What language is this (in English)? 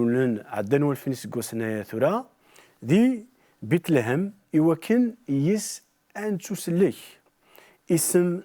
Kabyle